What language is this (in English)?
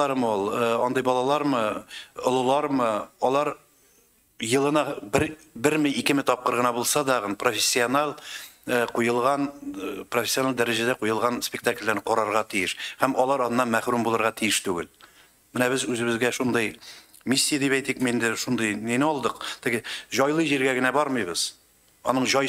Tatar